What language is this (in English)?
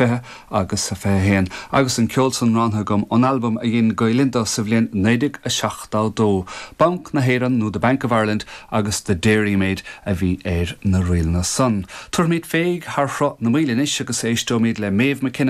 Irish